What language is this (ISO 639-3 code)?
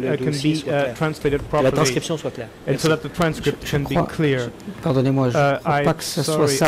fra